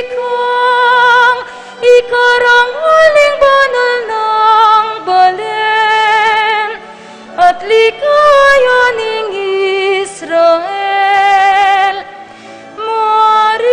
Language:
Pampanga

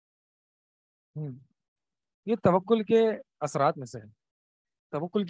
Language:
Urdu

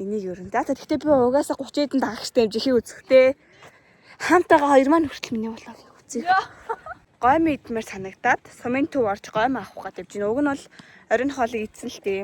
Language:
Mongolian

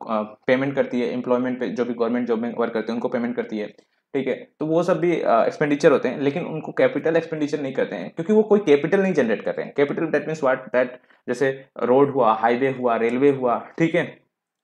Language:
Hindi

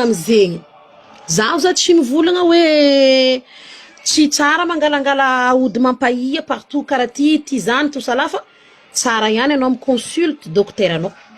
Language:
Malagasy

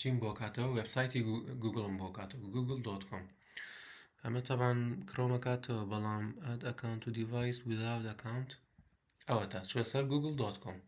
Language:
Central Kurdish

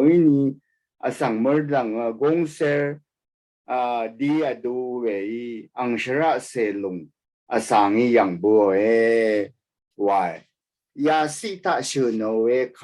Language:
Rawang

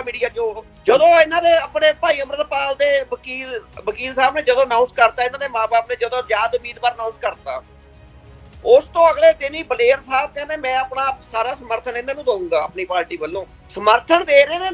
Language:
Punjabi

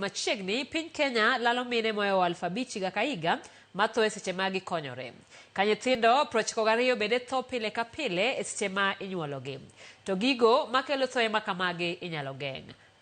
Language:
Luo (Kenya and Tanzania)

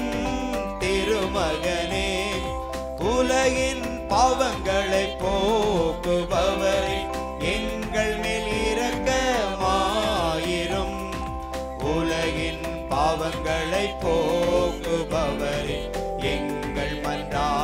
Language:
Tamil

